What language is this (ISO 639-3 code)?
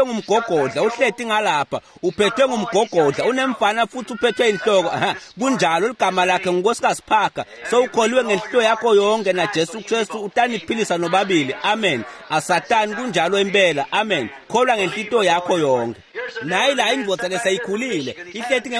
ssw